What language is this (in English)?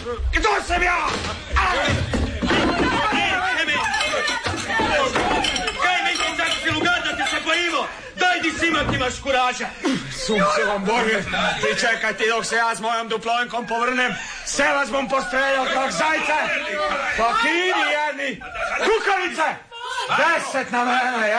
Croatian